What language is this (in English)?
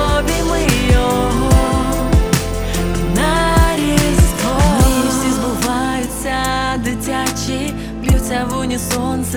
Ukrainian